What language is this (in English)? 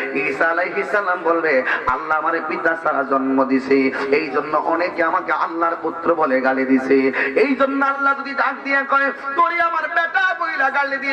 Bangla